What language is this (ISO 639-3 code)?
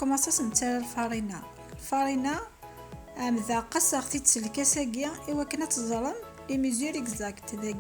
kab